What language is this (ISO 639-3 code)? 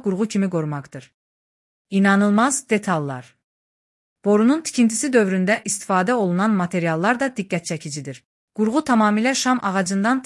aze